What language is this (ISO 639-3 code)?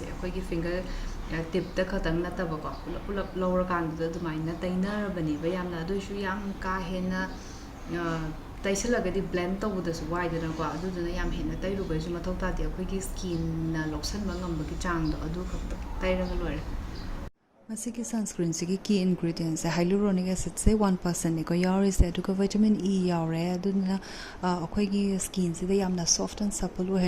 mni